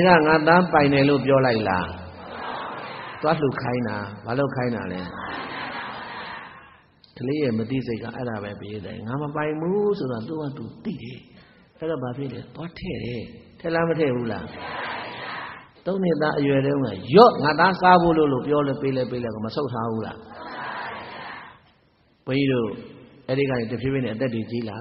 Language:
Burmese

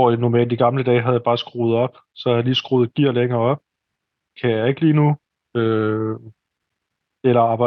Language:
Danish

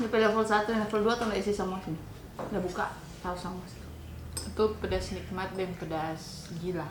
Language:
Manado Malay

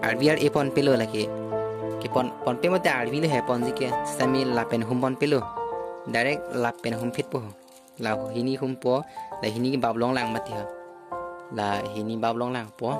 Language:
Karbi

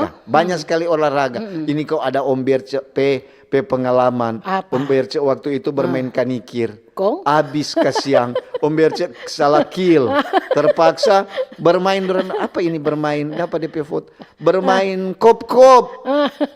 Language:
Manado Malay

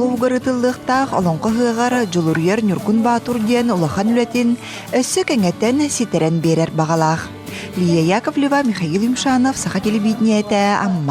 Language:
Yakut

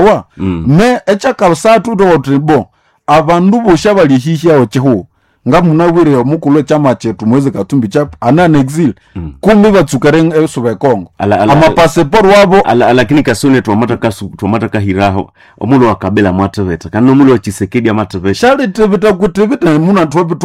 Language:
Nande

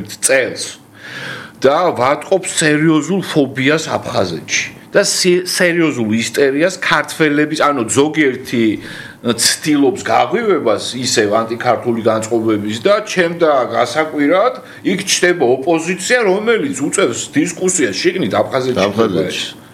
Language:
Georgian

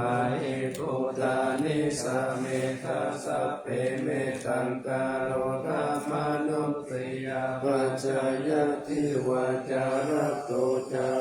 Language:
Pali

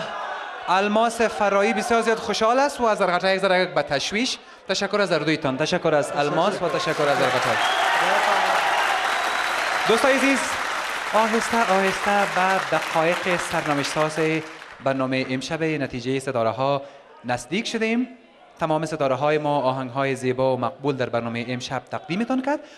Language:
Persian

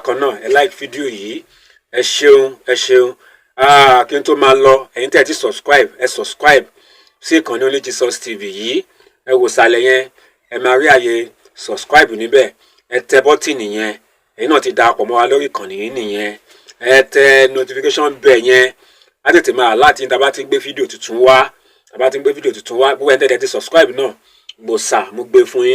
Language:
Yoruba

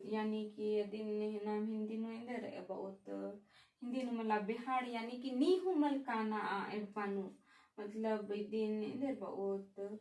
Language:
Kurukh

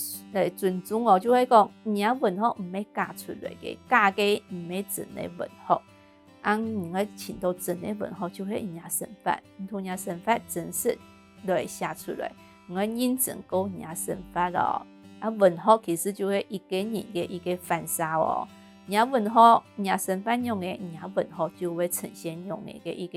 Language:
Hakka Chinese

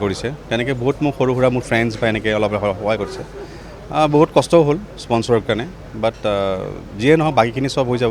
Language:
Assamese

